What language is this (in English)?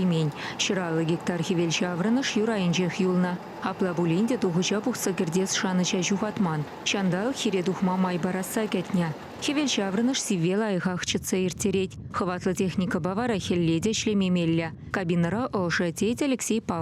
Chuvash